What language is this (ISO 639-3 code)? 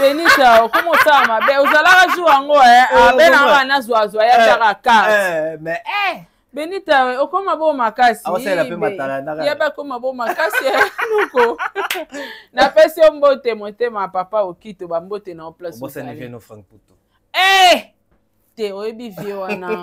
lin